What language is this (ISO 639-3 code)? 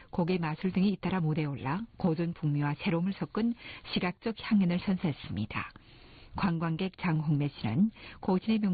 kor